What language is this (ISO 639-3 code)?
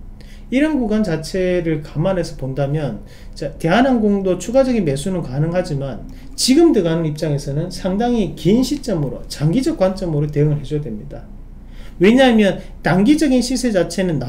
kor